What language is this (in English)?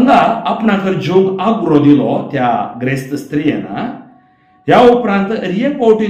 Konkani